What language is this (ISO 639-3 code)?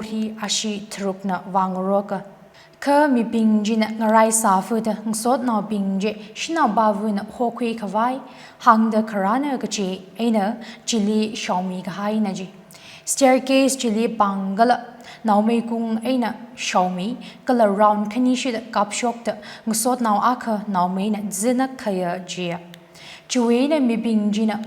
nmf